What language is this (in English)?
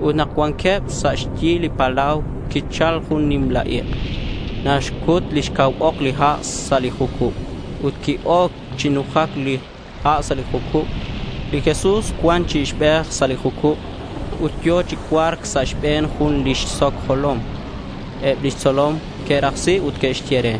Kekchí